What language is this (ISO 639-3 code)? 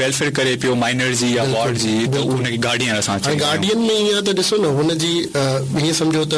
snd